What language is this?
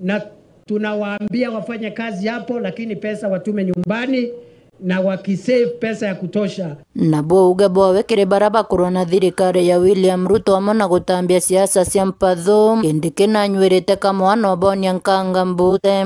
Meru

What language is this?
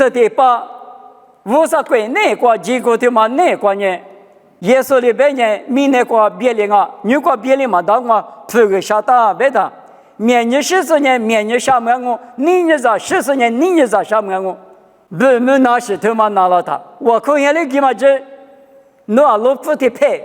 Lisu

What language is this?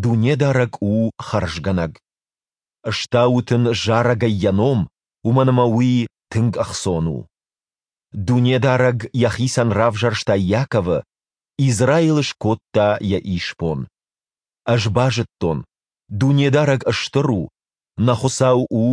Ossetic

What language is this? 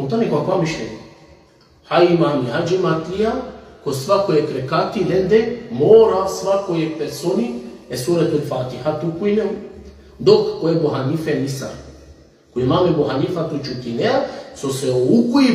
Balkan Romani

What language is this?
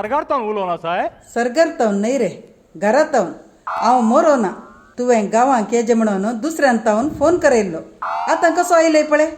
Konkani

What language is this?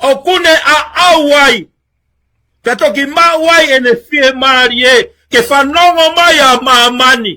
Tongan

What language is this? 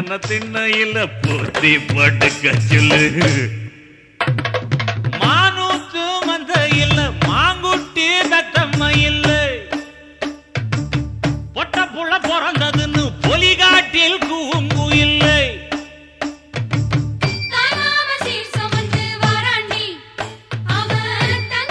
Tamil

